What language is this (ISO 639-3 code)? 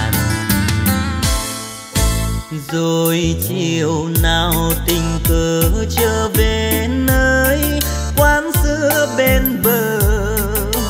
vie